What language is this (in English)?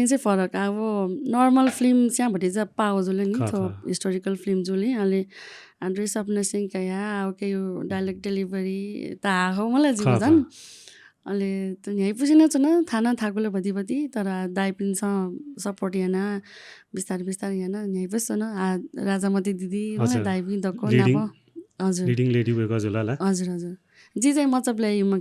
Newari